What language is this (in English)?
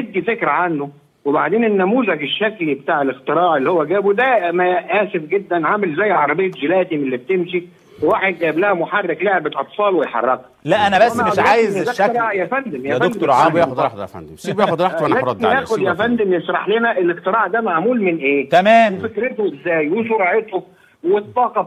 Egyptian Arabic